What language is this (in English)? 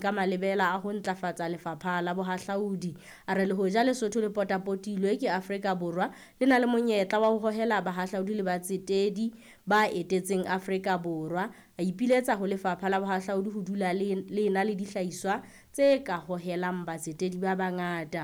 Southern Sotho